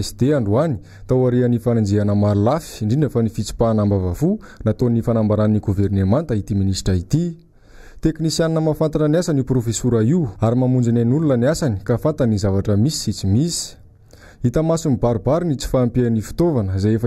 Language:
Malagasy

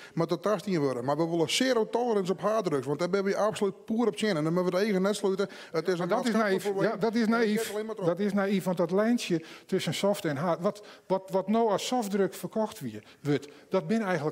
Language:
Western Frisian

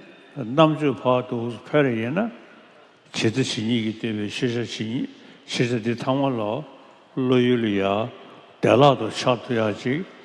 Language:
Tibetan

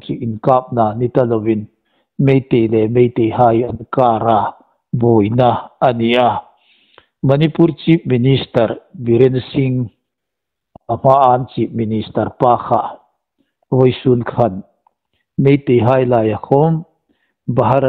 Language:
Hmar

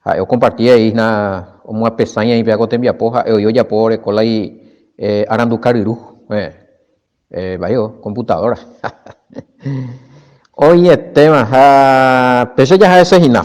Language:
Guarani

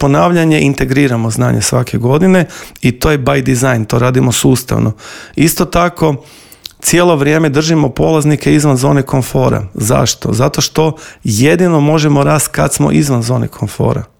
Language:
Croatian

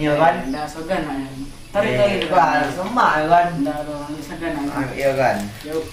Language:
Minangkabau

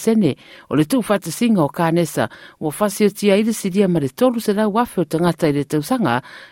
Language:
Samoan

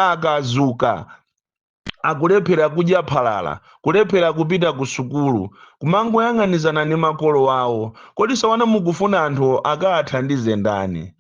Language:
Nyanja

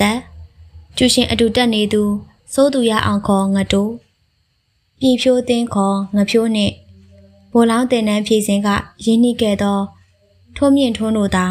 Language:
Burmese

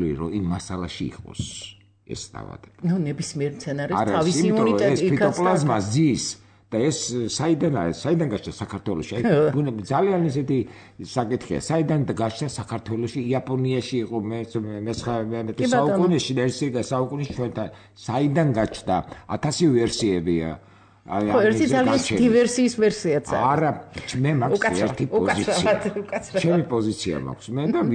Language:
Georgian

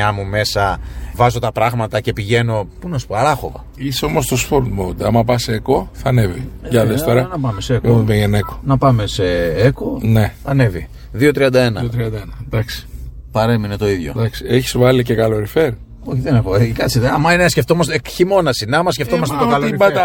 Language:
Greek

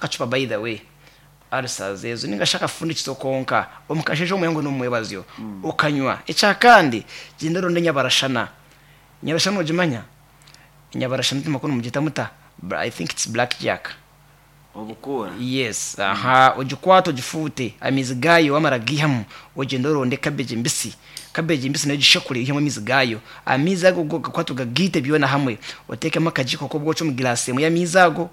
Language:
Nyankole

